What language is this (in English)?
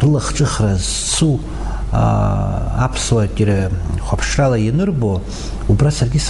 Abkhazian